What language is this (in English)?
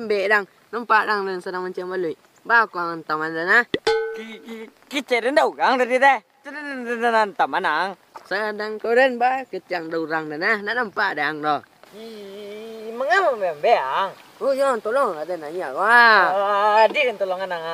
Minangkabau